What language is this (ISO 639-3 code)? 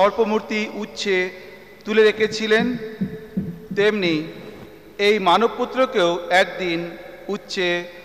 ben